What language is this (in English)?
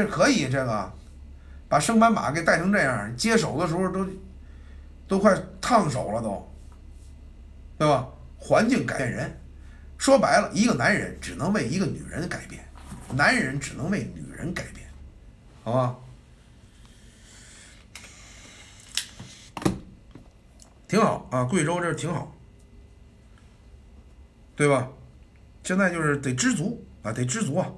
Chinese